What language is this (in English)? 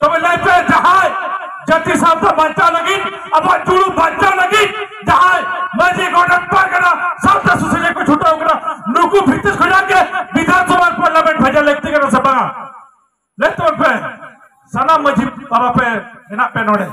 Santali